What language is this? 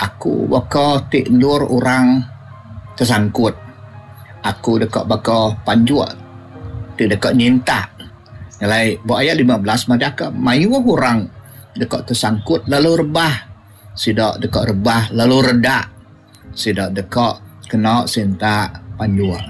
Iban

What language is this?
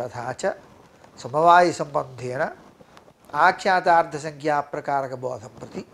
Sanskrit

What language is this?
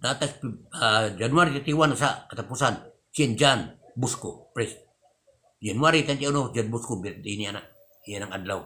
Cebuano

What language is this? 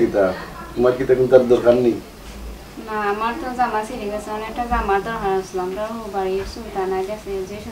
Sylheti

